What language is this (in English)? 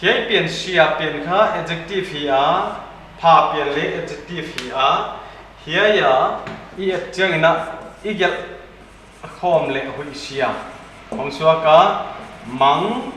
Paite Chin